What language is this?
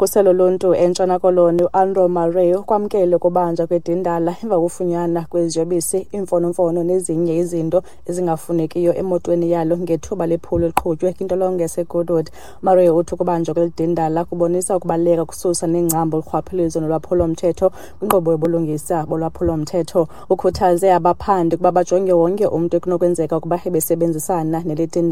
Xhosa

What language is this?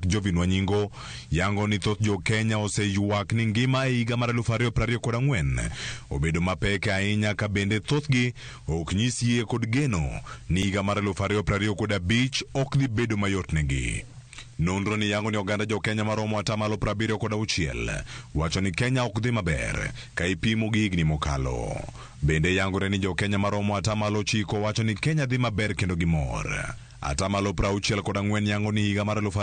Luo (Kenya and Tanzania)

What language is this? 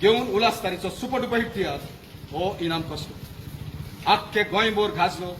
Konkani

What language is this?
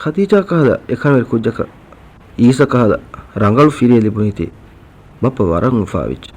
Divehi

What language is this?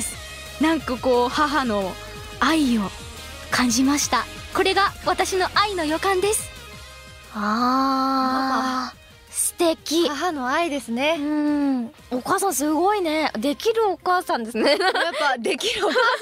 Japanese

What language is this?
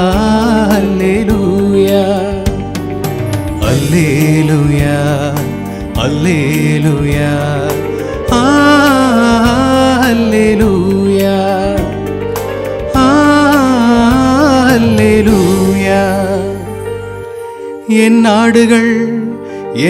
Tamil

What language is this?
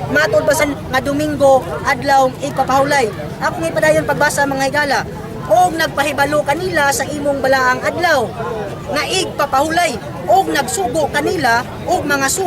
Cebuano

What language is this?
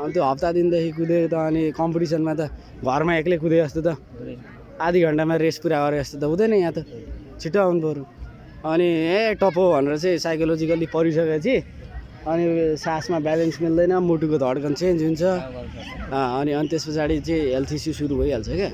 Nepali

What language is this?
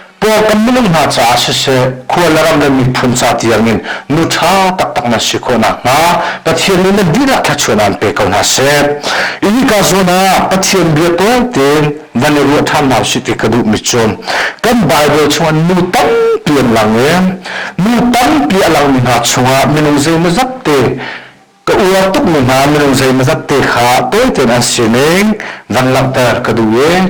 Hakha Chin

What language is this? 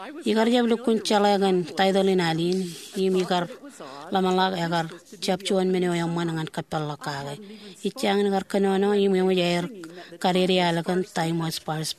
Marshallese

